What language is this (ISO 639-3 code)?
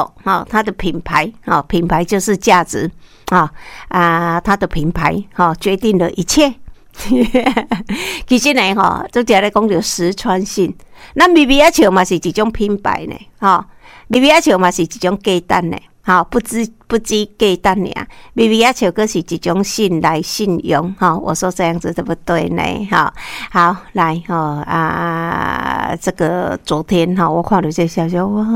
nan